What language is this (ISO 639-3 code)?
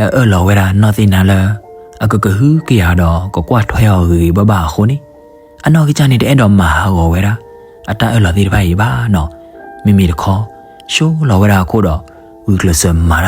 ksw